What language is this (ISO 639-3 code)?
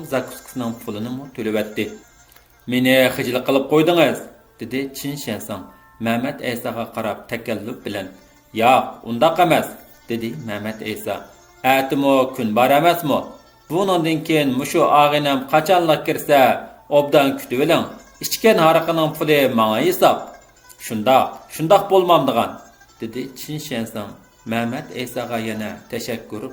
uig